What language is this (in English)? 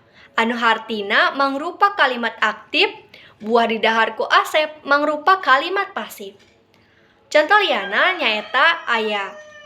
Sundanese